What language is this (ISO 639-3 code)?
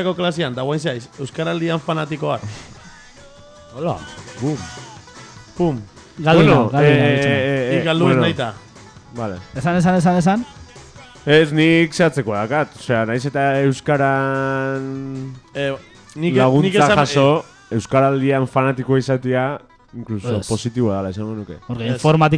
eus